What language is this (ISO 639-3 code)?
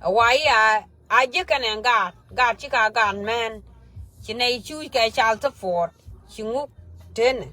nus